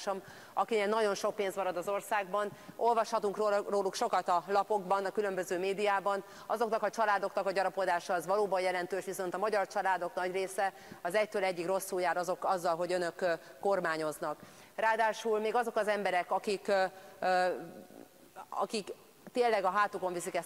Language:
Hungarian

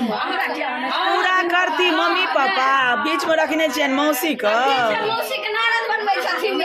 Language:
Maithili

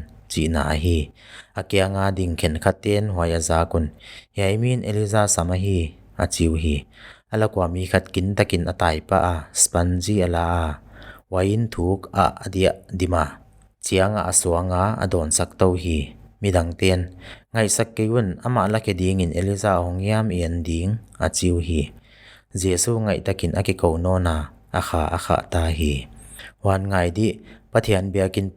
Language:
Paite Chin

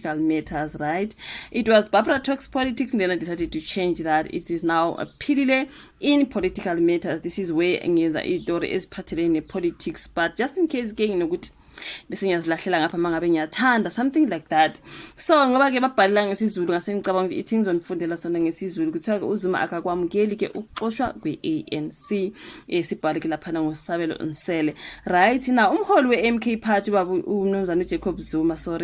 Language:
Zulu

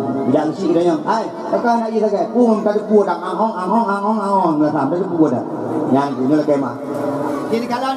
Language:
Achinese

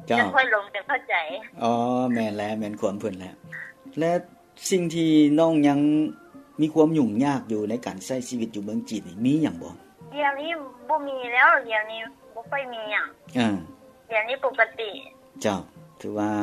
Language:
Lao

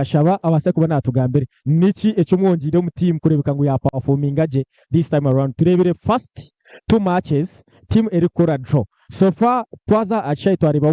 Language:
Nyankole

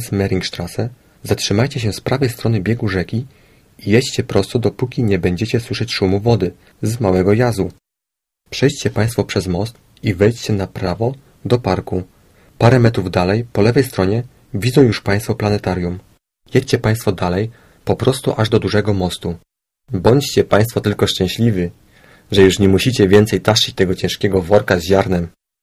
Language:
Polish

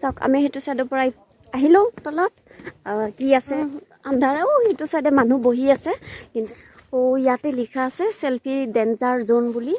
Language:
Assamese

